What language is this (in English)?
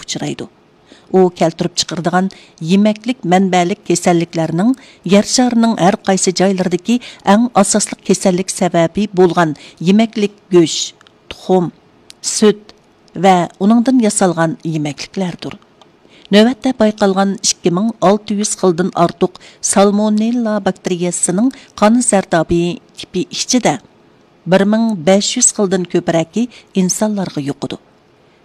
Uyghur